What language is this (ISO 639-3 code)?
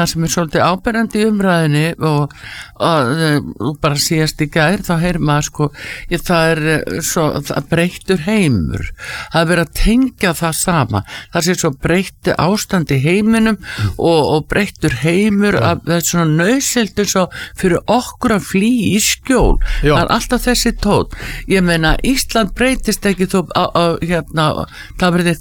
isl